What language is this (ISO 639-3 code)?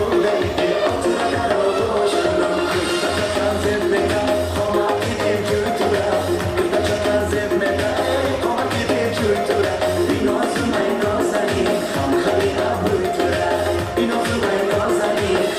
tgk